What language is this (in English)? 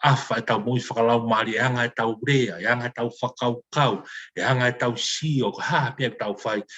Tongan